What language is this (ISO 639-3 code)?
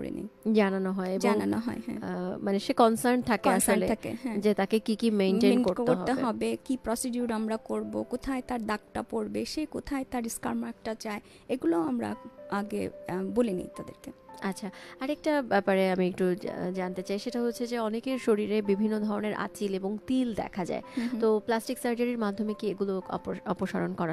ben